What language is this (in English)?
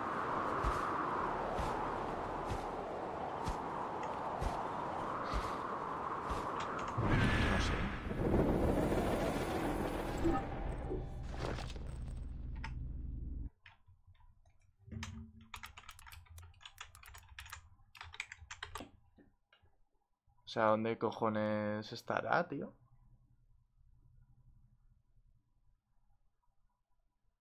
Spanish